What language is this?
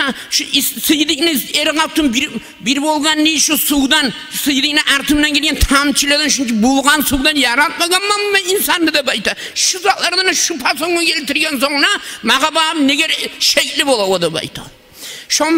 Kumyk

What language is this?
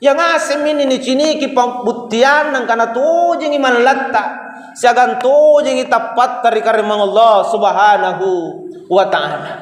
Makasar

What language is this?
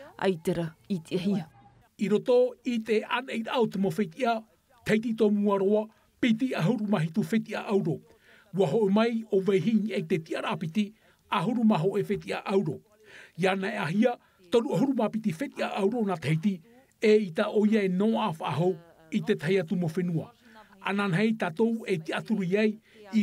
Tahitian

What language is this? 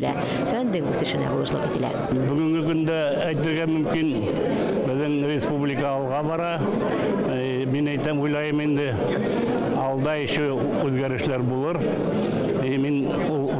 Bashkir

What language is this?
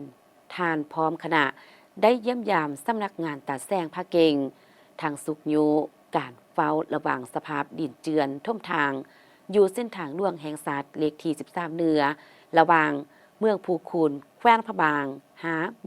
Lao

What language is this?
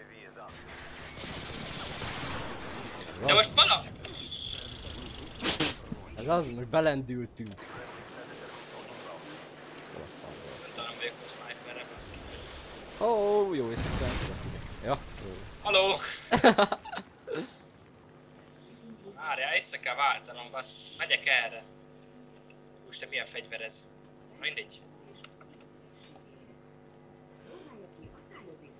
Hungarian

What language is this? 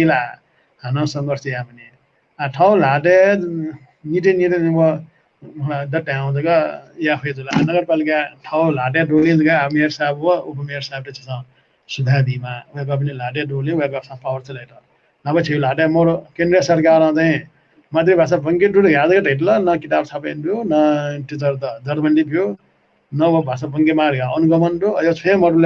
Newari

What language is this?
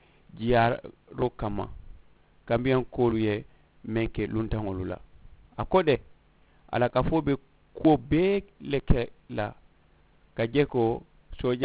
Mandingo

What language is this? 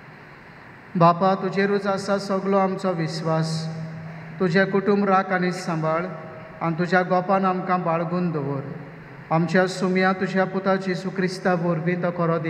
Konkani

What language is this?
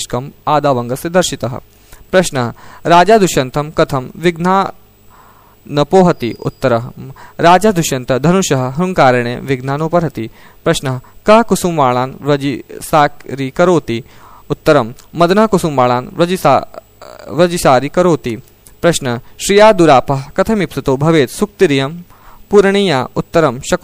Sanskrit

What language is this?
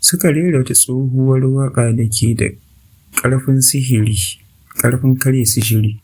Hausa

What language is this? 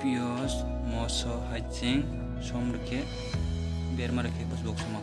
Kok Borok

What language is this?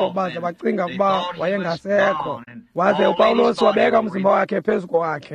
Xhosa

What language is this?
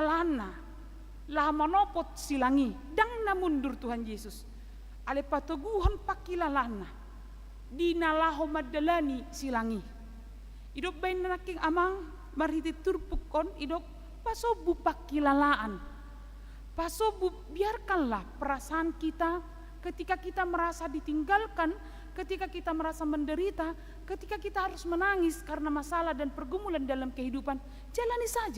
Batak Toba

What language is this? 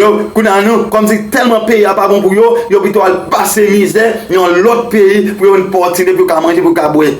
Haitian Creole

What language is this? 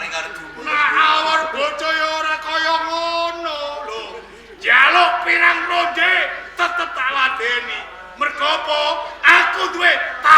Javanese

